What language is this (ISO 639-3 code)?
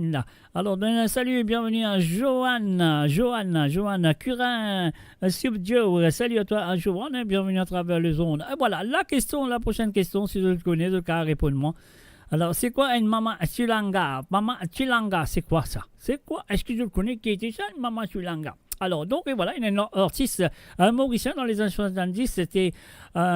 mfe